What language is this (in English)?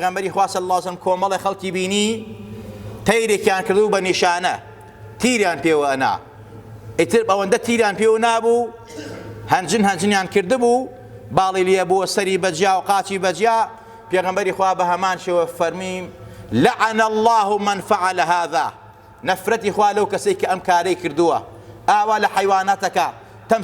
Central Kurdish